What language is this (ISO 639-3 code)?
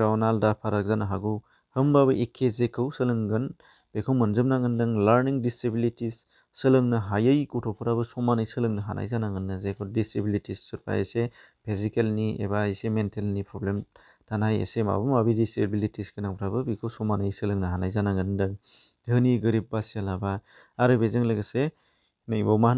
brx